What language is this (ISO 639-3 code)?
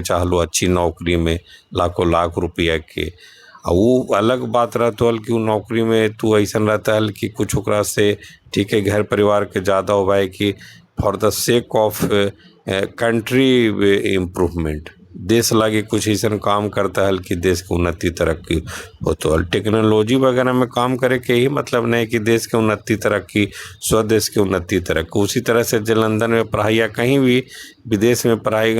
mag